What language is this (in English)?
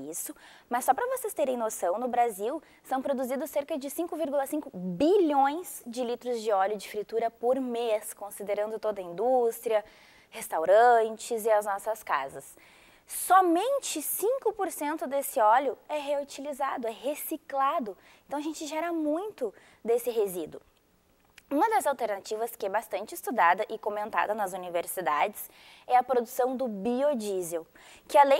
Portuguese